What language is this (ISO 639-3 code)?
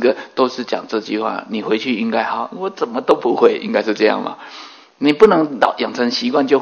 zho